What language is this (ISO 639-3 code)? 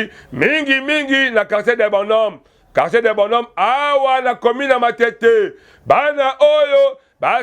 lin